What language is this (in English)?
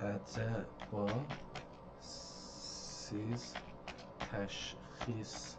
South Azerbaijani